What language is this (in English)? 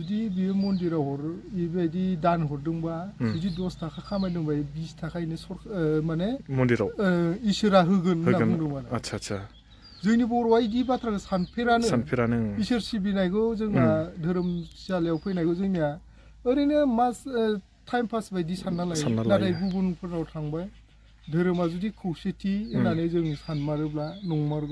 Bodo